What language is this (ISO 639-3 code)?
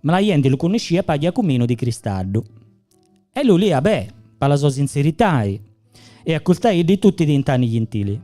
sdn